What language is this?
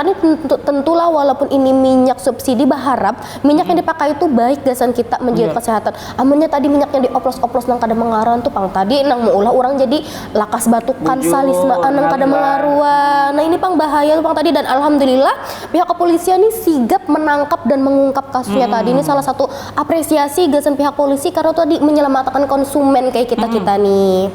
Banjar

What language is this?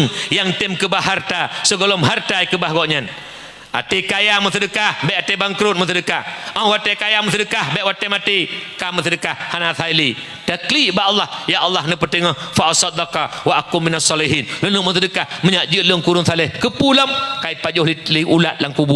Achinese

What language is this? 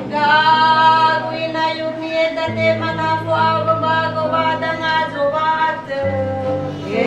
Nias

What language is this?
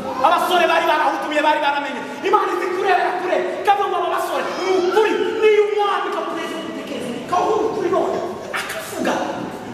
Kinyarwanda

